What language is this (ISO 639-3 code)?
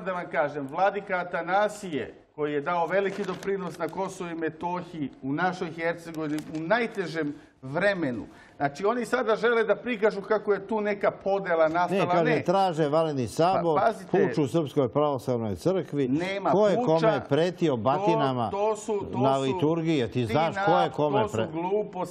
srp